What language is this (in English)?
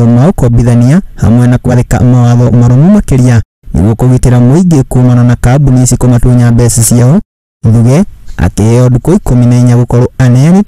Kikuyu